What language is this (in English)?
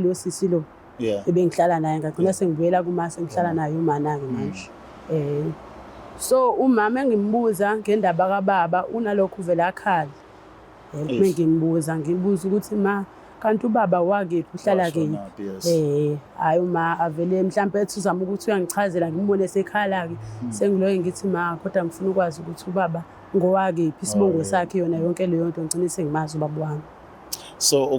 Zulu